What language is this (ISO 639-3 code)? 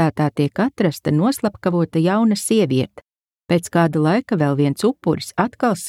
lav